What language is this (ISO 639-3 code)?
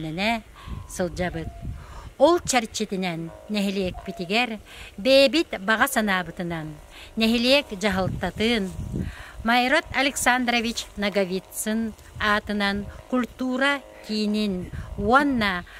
sah